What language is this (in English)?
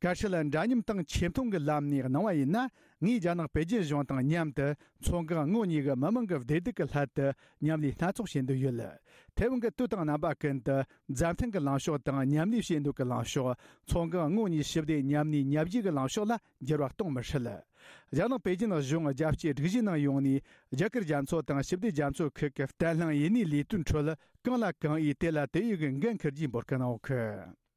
Tibetan